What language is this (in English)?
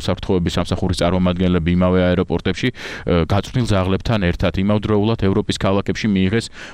Georgian